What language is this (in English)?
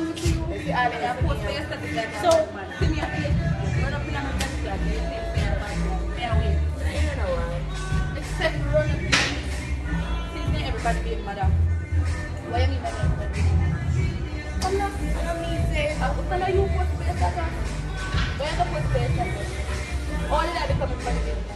Jamaican Creole English